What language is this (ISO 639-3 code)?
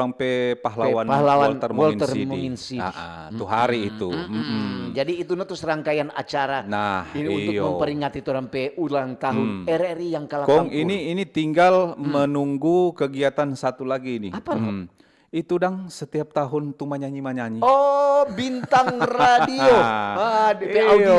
xmm